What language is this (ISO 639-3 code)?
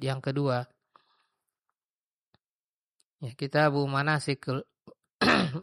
ind